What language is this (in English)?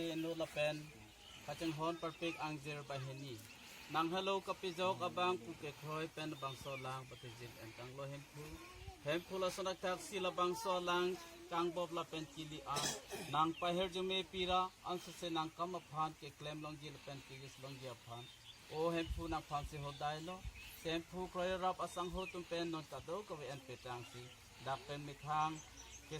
Karbi